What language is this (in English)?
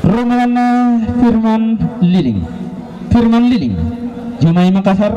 Toraja-Sa'dan